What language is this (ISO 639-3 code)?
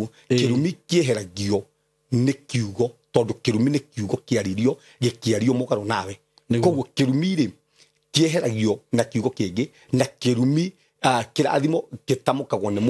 kik